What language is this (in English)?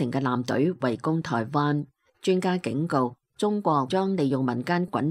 Cantonese